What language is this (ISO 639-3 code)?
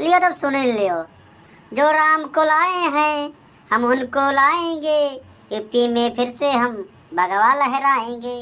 awa